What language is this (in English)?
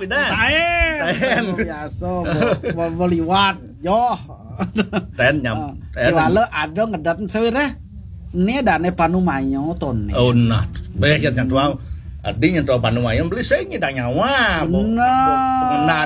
Balinese